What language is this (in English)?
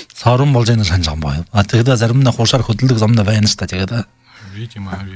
Buriat